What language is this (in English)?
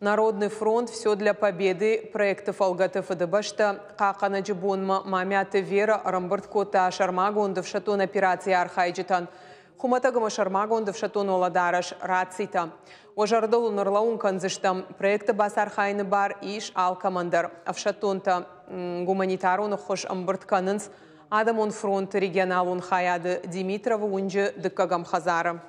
Ossetic